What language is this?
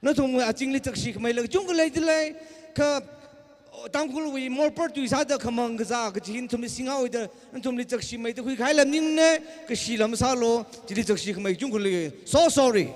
Tangkhul Naga (India)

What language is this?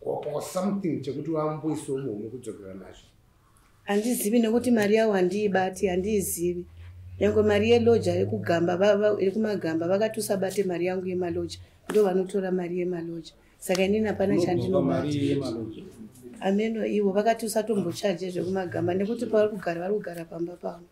Shona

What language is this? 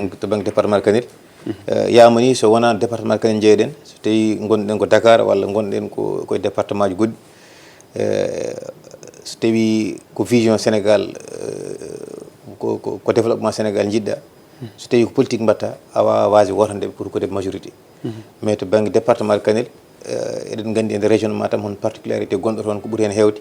Fula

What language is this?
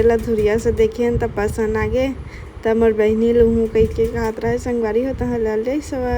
Chhattisgarhi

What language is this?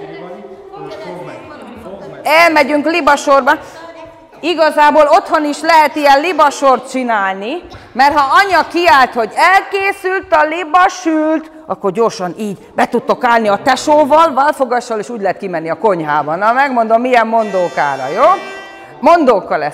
Hungarian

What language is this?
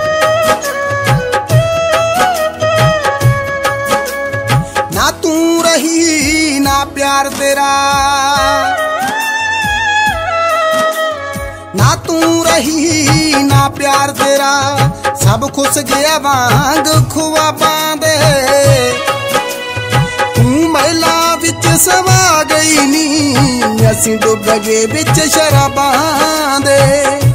Punjabi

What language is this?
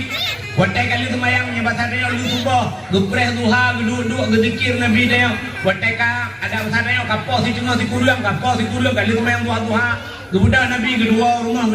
Achinese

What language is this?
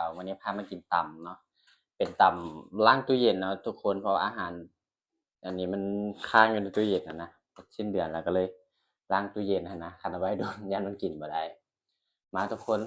Northeastern Thai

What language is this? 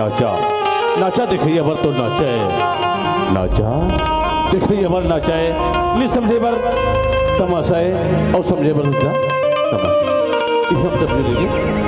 Chhattisgarhi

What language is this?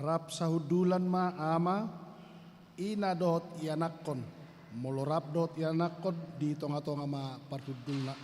Batak Toba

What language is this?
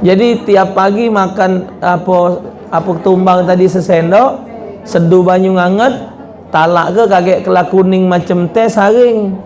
Musi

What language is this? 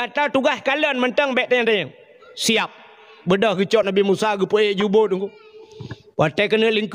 Achinese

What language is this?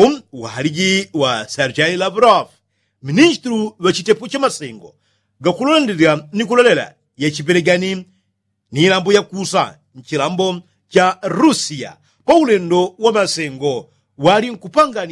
Yao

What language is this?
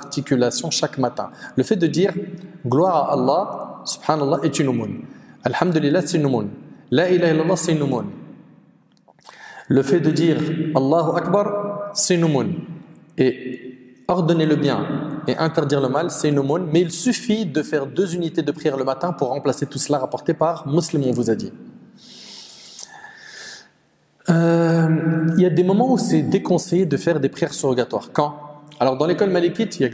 French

